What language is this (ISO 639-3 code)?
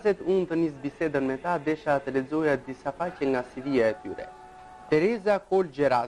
sqi